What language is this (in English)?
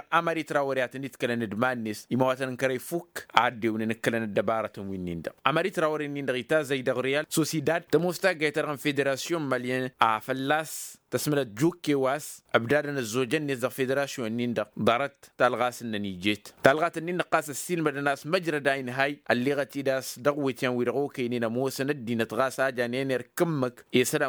Tamasheq